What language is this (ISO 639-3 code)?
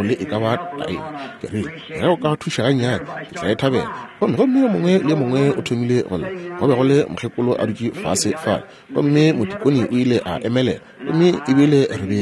nso